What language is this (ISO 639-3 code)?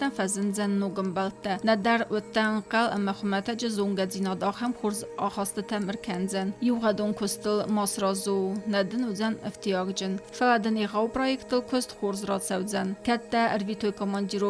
oss